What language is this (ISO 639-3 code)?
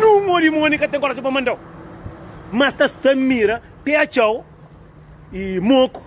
kea